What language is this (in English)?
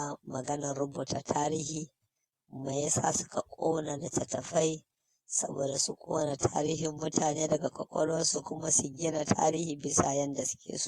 Hausa